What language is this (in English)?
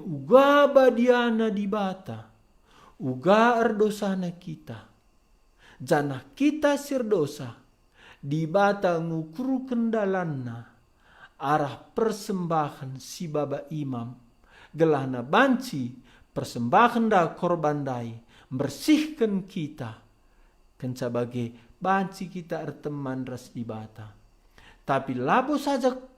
Batak Karo